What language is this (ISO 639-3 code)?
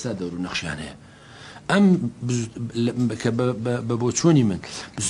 ckb